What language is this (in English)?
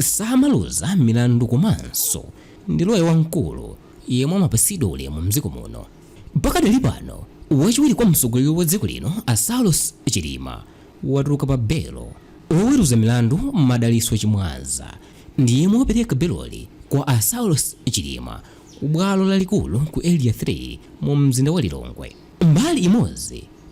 Nyanja